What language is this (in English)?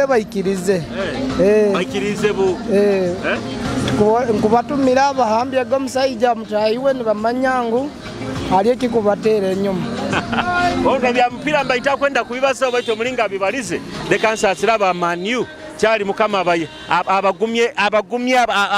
Nyoro